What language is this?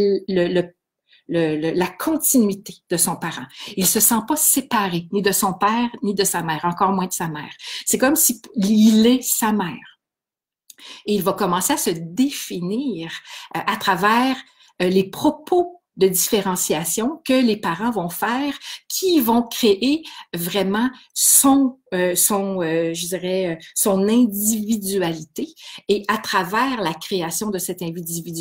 French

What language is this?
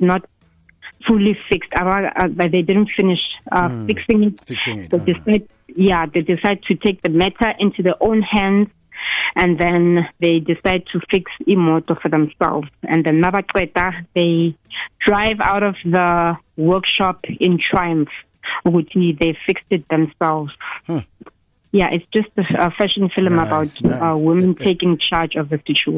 South Ndebele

